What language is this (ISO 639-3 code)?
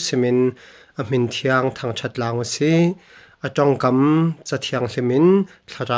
cfm